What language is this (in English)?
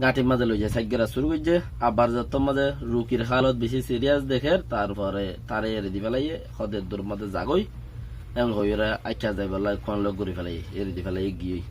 Rohingya